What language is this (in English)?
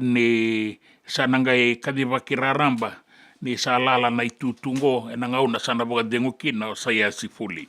Fijian